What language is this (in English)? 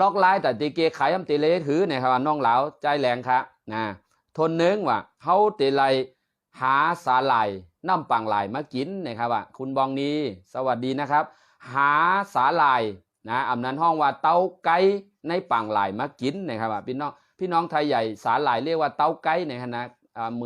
Shan